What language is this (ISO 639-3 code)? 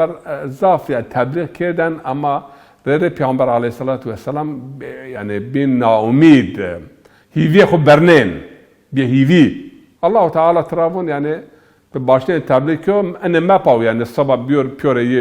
zza